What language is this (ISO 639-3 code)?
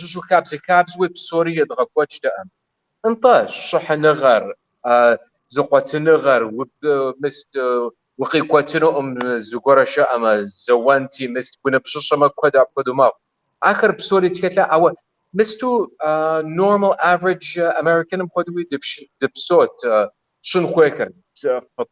kbd